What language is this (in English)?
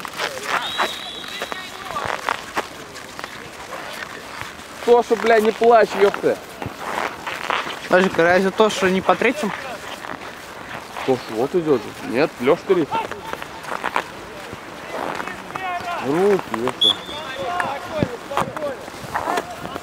Russian